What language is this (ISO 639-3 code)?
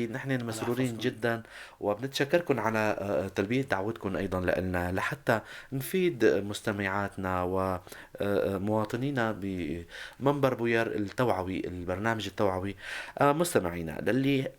apc